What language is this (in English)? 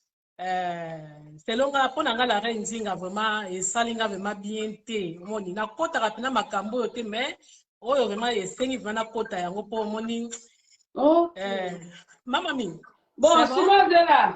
Lingala